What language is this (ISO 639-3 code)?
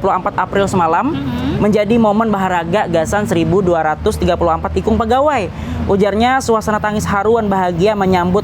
bjn